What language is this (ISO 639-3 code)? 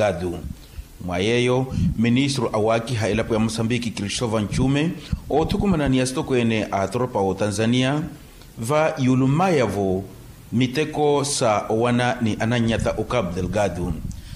vmw